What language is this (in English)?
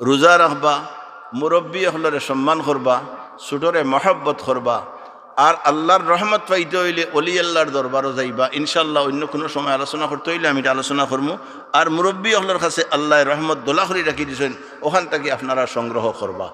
Sylheti